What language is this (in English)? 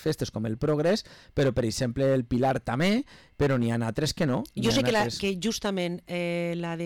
Catalan